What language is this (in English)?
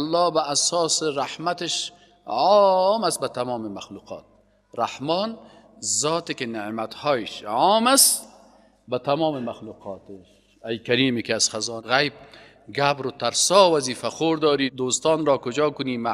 Persian